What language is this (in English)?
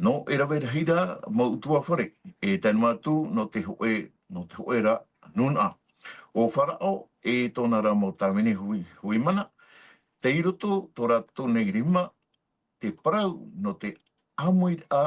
Tahitian